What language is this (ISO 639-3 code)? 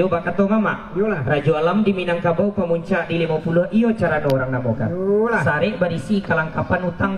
min